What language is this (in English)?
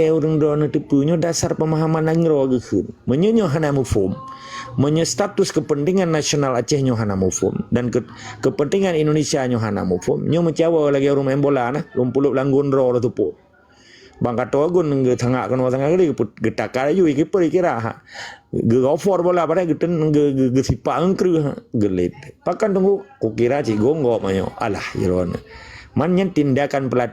Achinese